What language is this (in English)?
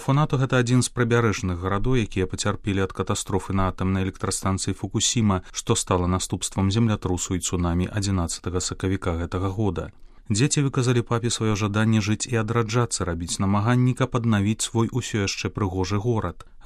Belarusian